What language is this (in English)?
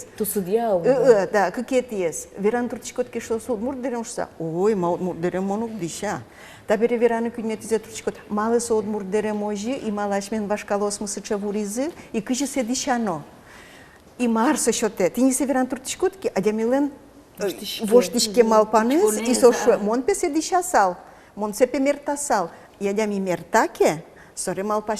Udmurt